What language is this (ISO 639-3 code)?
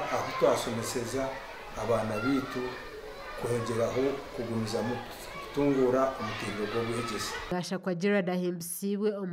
nyn